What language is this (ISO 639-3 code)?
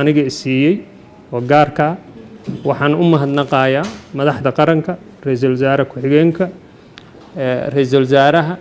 som